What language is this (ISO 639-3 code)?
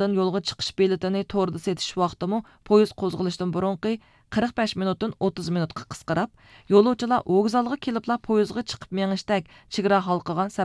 uig